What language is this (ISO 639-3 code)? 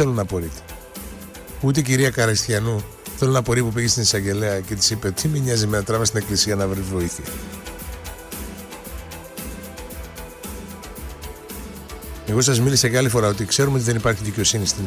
ell